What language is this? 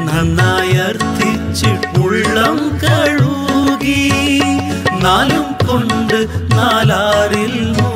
Malayalam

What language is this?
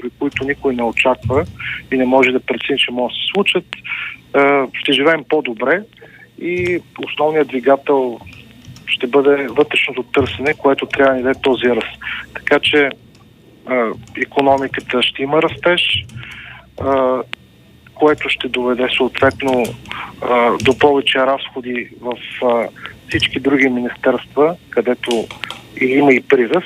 Bulgarian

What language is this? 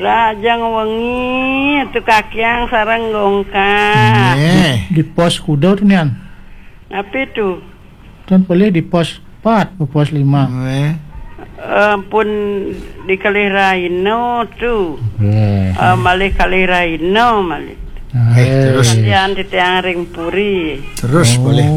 Balinese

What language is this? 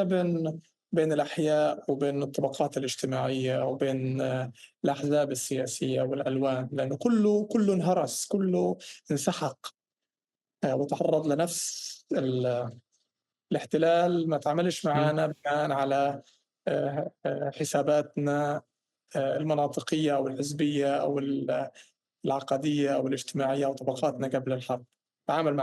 North Levantine Arabic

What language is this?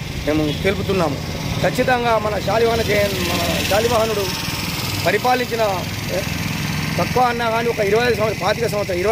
Telugu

